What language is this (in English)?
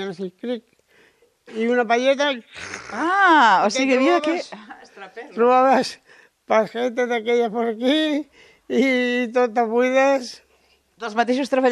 Catalan